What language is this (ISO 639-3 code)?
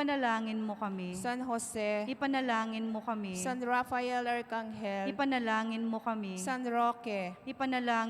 pam